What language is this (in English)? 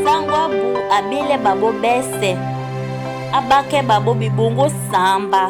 Duala